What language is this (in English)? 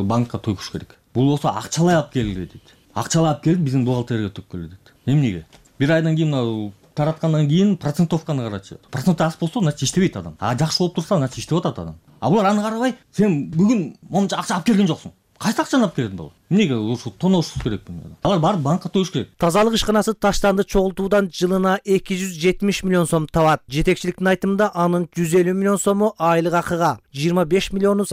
Kyrgyz